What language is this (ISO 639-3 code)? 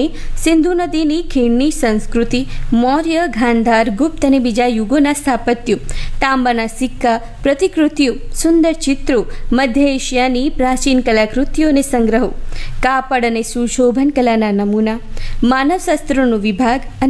guj